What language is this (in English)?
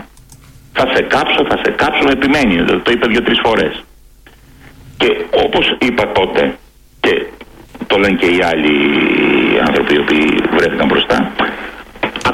Greek